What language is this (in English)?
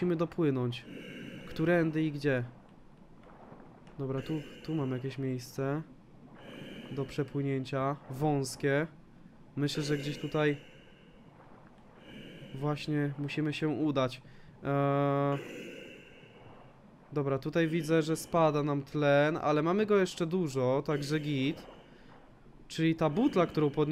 Polish